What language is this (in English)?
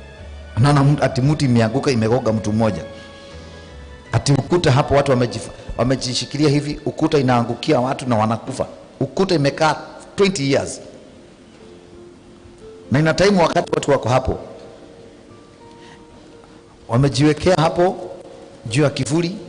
Swahili